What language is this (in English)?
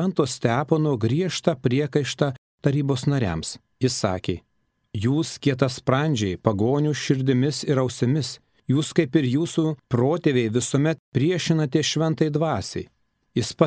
Lithuanian